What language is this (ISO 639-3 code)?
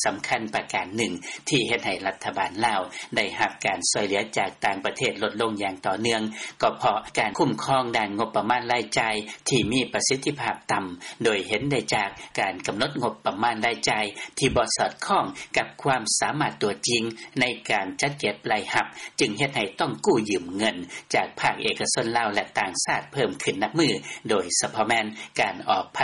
lao